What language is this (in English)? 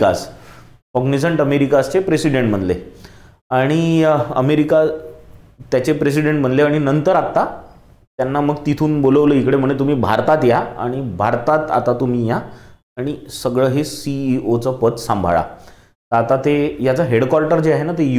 Marathi